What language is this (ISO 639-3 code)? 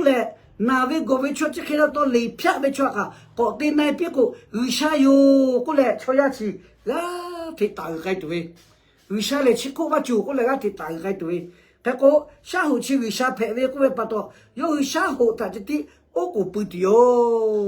lhu